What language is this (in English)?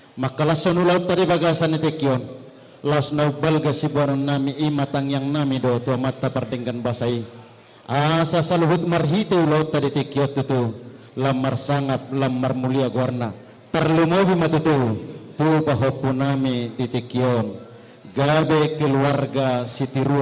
Batak Toba